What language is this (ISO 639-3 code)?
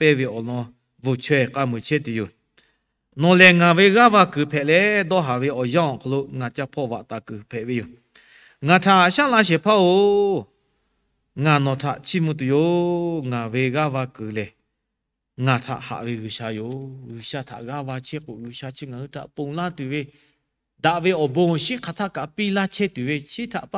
lhu